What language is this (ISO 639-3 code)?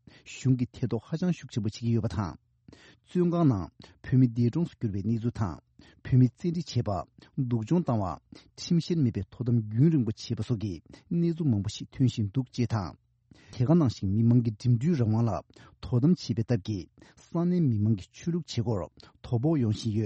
bod